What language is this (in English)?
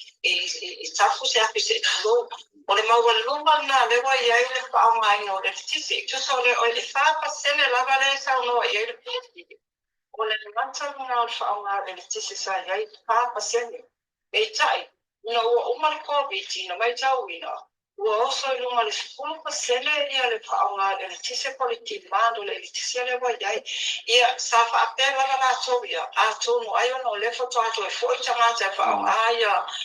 Samoan